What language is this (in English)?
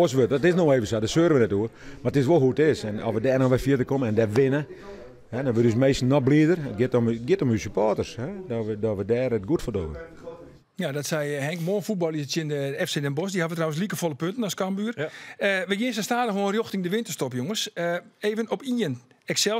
Western Frisian